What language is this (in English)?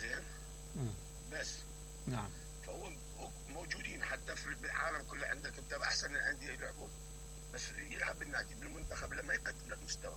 Mesopotamian Arabic